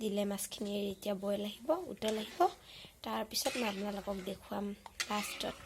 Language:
Assamese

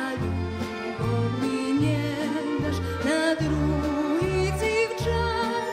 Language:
Rusyn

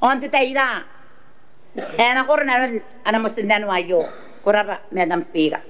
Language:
Gilbertese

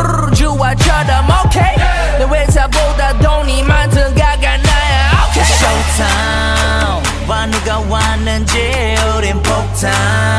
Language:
Korean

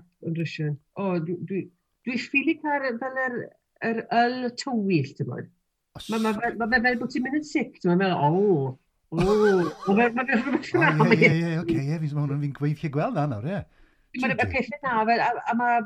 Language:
Welsh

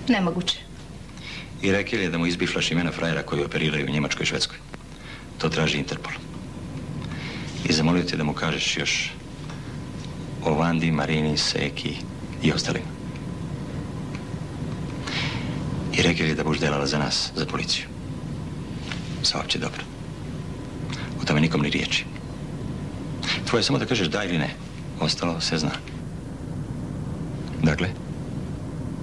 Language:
Croatian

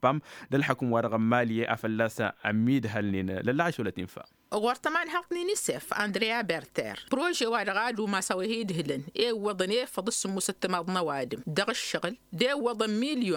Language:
Tamasheq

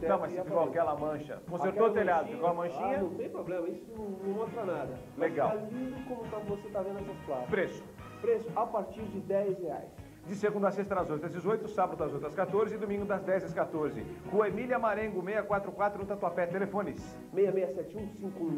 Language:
Portuguese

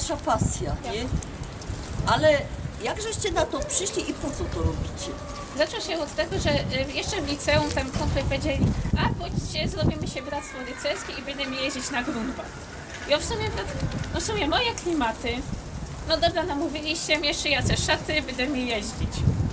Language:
Silesian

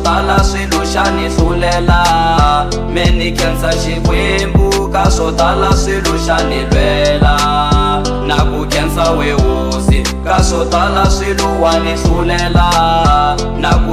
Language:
Tsonga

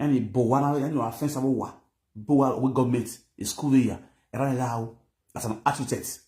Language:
Nigerian Pidgin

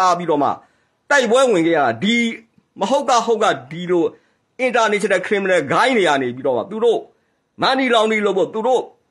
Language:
Burmese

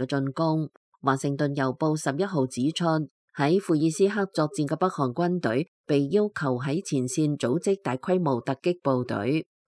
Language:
Cantonese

